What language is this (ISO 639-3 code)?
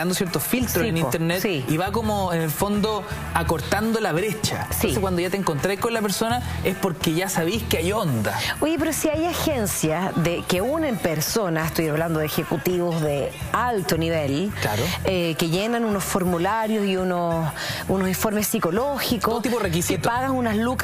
spa